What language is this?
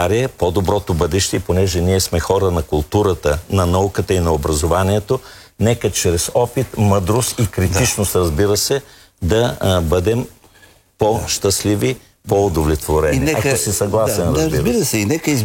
Bulgarian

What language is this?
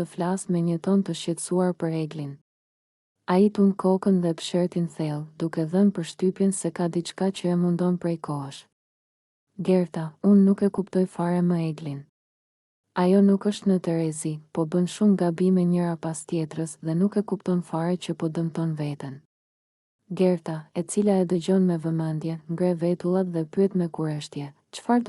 Albanian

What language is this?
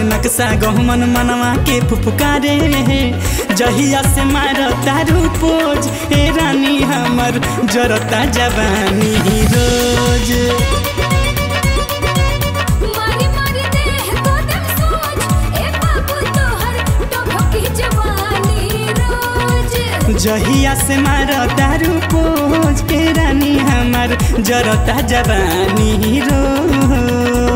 Bhojpuri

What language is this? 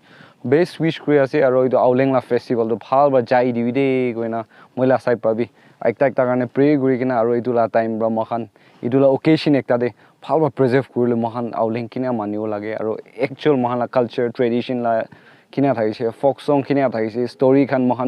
Naga Pidgin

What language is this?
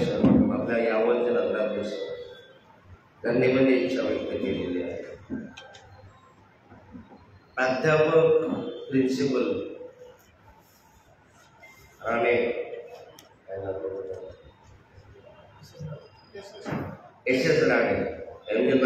Marathi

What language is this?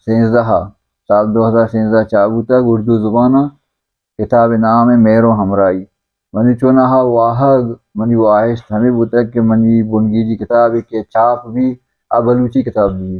Baluchi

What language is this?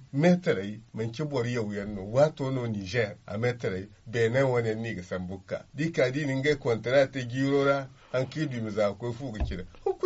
Zarma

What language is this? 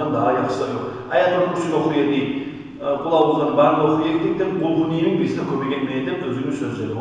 Kumyk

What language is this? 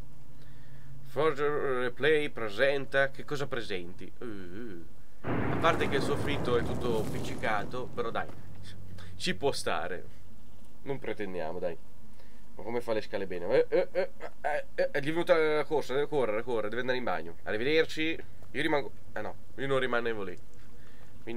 Italian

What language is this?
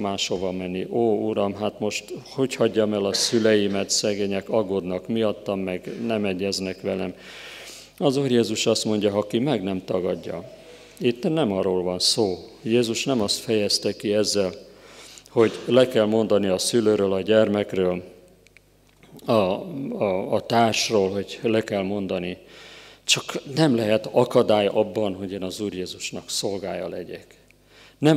Hungarian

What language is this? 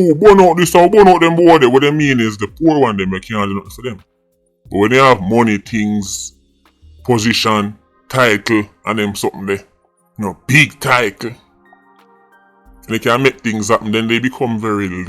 Jamaican Creole English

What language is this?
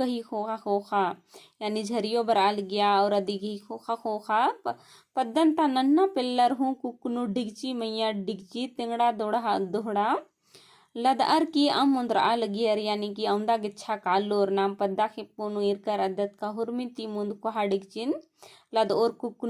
Kurukh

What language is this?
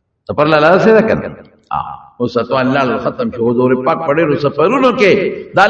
Pashto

